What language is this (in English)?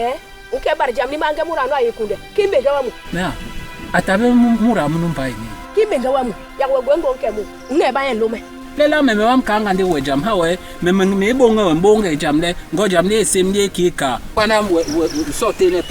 Basaa